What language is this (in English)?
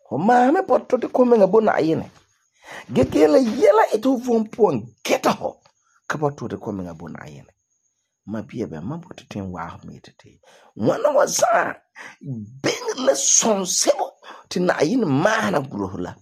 Frafra